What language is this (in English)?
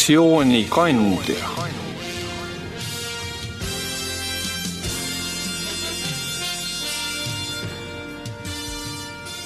Estonian